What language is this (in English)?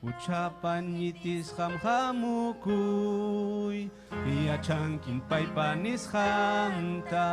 Ayacucho Quechua